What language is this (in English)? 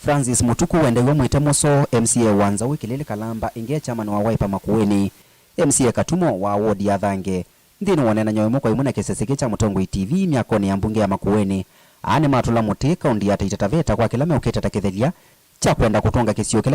Kamba